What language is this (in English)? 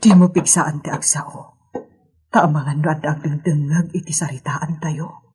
Iloko